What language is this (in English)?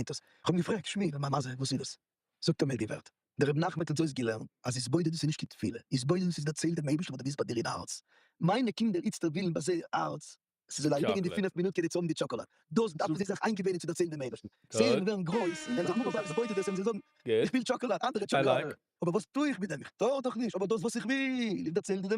Yiddish